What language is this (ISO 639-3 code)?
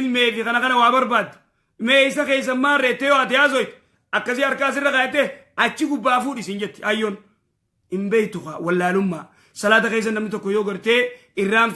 orm